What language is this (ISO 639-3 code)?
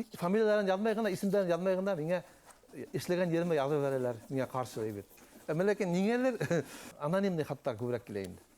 bak